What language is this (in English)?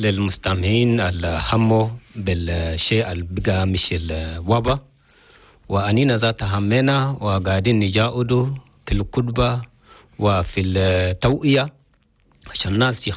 Chadian Arabic